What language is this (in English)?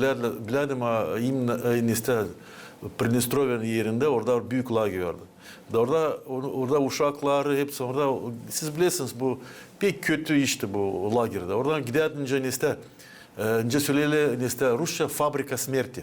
Gagauz